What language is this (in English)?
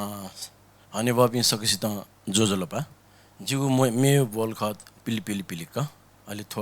Newari